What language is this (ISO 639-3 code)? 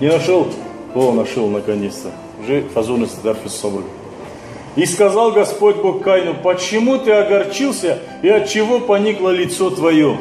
oss